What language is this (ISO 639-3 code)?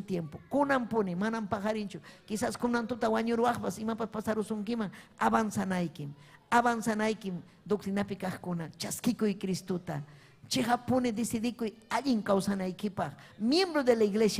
quy